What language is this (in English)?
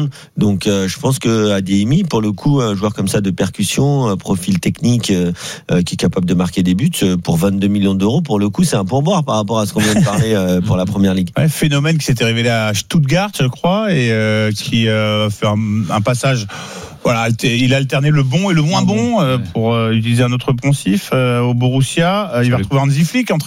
French